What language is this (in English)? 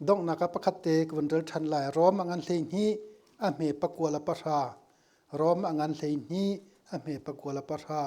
Hakha Chin